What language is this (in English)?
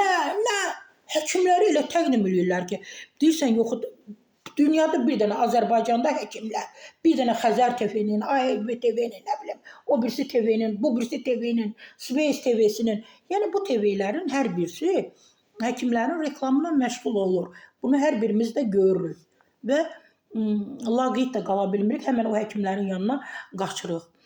Azerbaijani